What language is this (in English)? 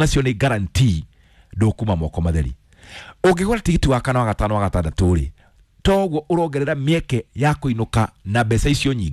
Kikuyu